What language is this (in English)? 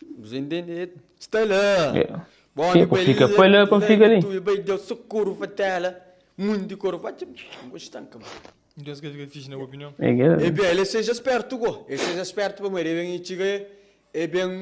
Kabuverdianu